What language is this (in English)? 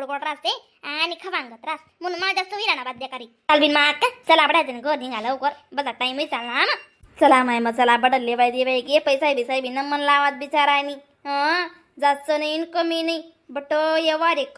Khandesi